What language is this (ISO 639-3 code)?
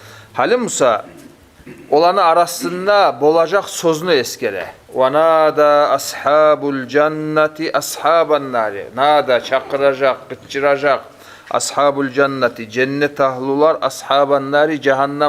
kum